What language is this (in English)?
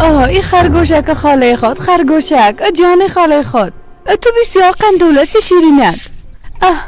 Persian